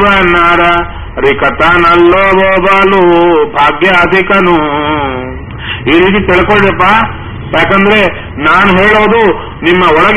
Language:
Kannada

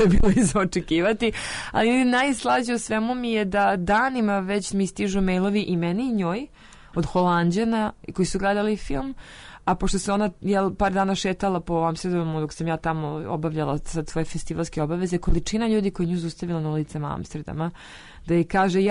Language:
Serbian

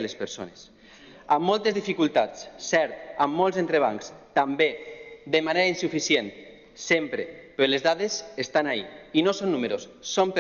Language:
Catalan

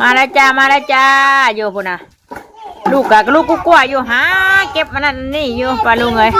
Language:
Northeastern Thai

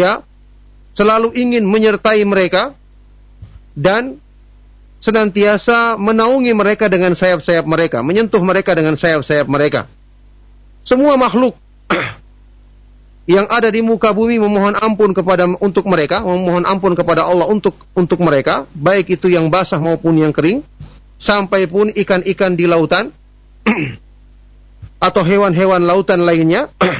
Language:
Indonesian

